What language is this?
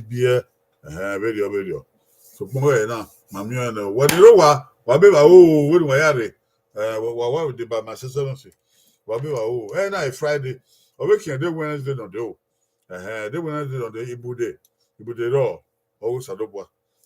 Bini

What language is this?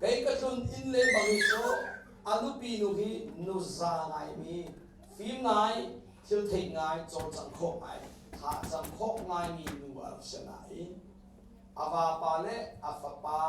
Hakha Chin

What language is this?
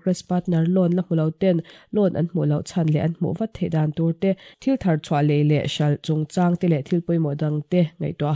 Mizo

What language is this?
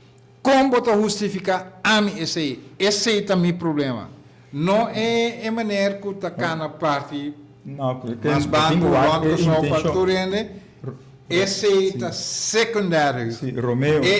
Papiamento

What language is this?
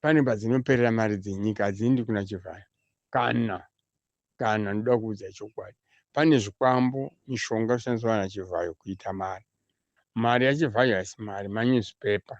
Shona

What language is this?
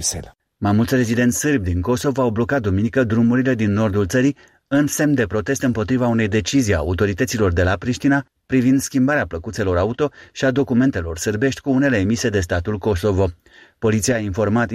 Romanian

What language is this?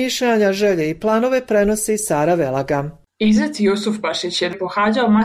Bosnian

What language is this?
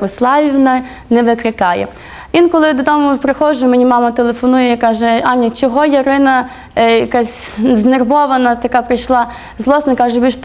Ukrainian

